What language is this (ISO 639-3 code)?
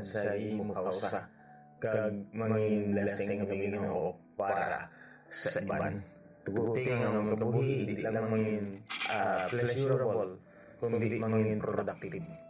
hil